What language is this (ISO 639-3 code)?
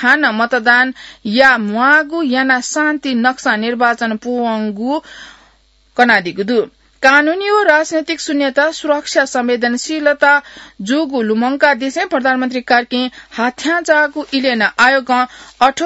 new